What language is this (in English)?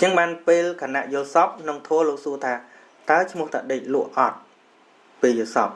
Khmer